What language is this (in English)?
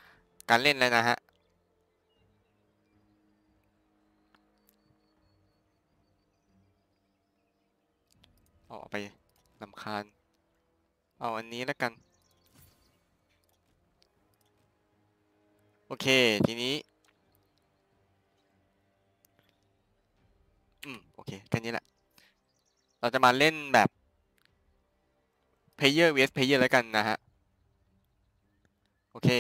Thai